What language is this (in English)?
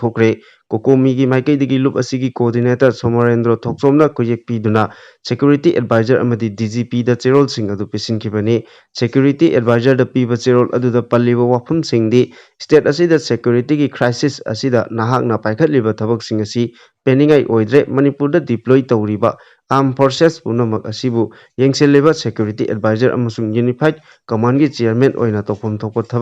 Manipuri